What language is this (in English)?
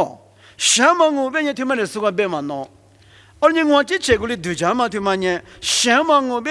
Lisu